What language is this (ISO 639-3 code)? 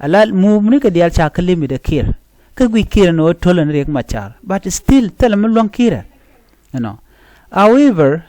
nus